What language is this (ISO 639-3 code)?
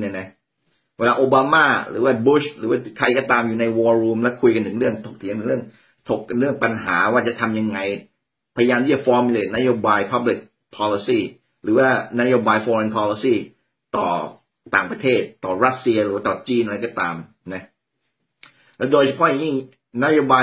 tha